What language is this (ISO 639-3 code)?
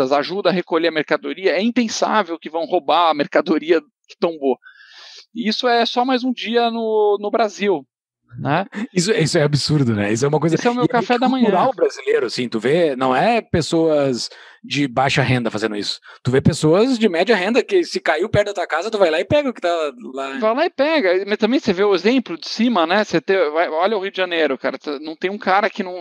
por